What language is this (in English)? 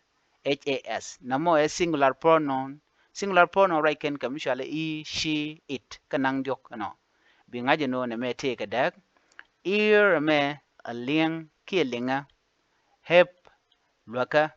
Nuer